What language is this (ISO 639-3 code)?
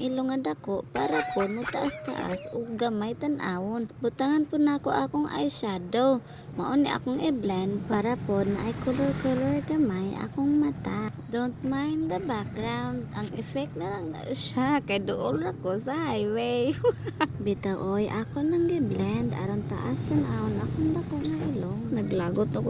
ceb